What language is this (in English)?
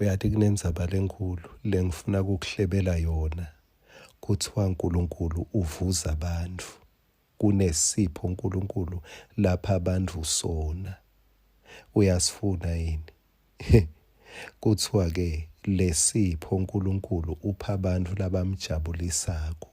Swati